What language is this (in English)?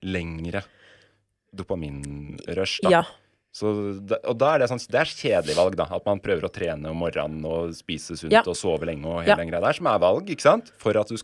Norwegian